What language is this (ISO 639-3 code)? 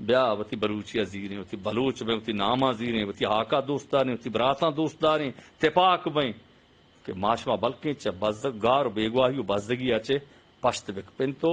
bgp